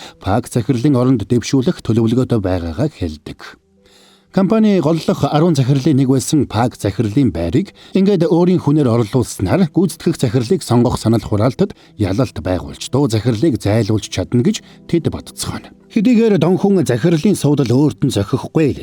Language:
Mongolian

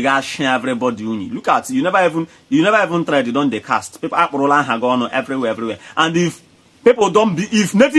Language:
Igbo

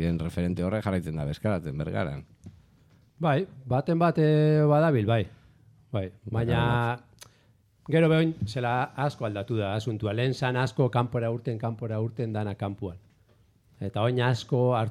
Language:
Basque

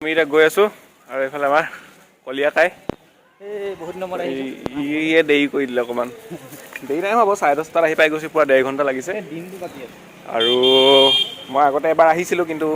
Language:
Assamese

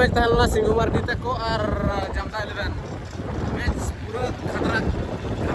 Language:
Santali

